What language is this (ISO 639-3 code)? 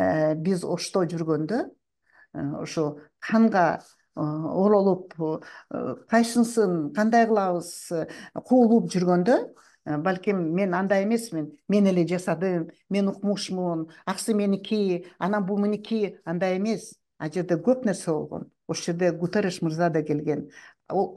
kir